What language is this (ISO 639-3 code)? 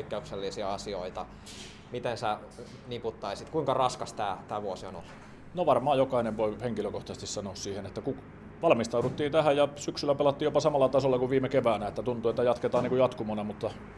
fin